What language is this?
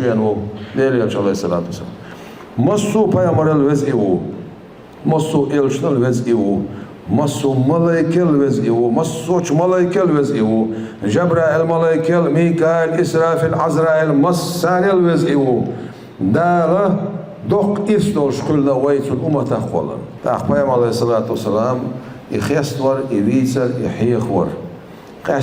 Chechen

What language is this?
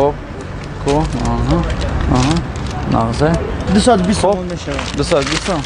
Tajik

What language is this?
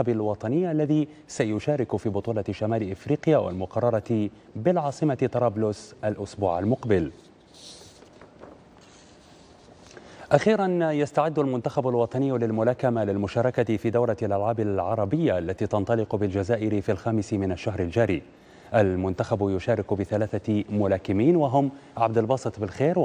Arabic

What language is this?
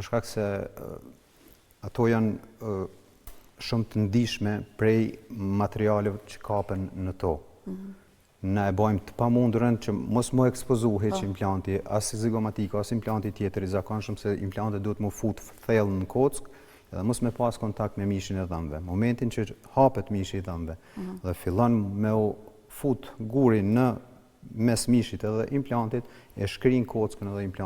Albanian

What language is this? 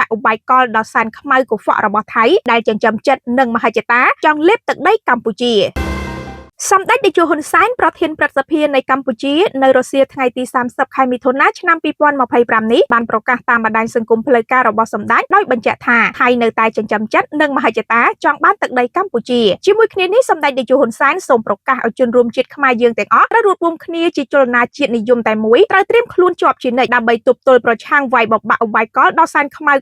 Khmer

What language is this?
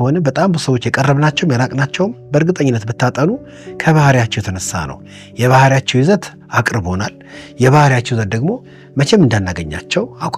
Amharic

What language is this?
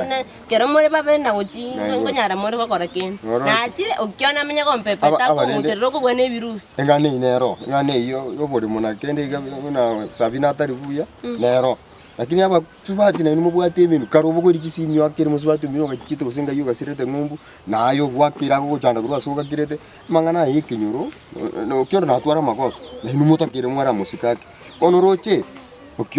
Gusii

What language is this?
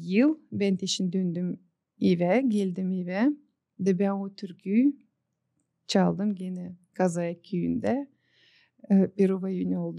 Gagauz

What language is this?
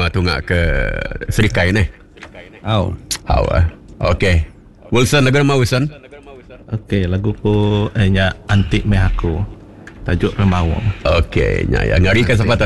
Iban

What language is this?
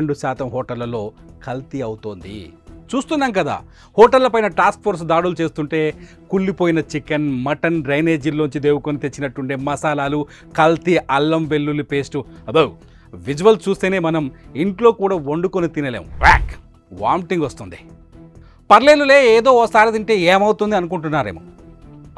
Telugu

